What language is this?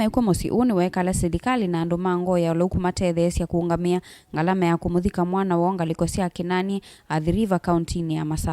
Kamba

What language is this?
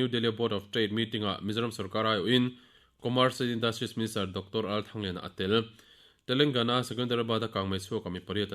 Mizo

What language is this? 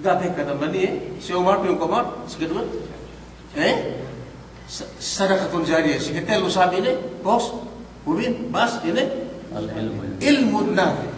Yakan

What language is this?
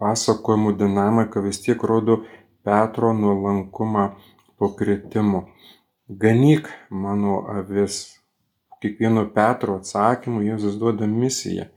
Lithuanian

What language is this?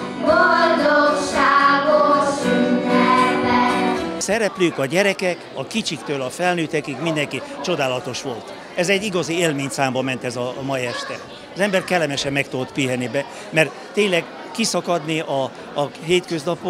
Hungarian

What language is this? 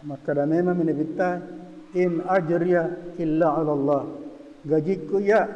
Buginese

